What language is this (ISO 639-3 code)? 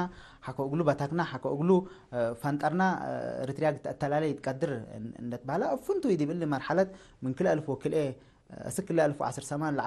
tig